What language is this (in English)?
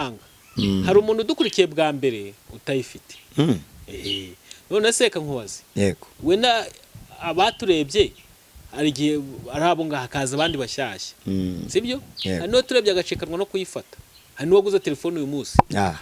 Kinyarwanda